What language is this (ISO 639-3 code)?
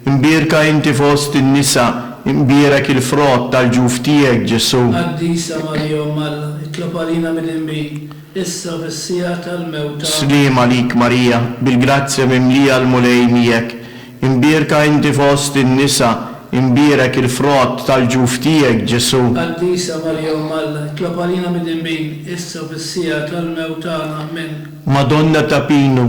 mlt